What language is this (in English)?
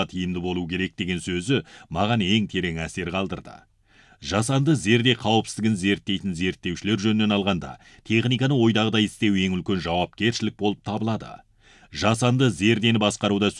Kazakh